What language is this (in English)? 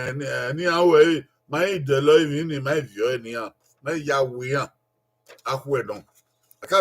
Bini